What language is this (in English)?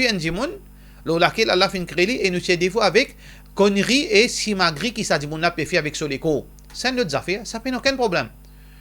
Morisyen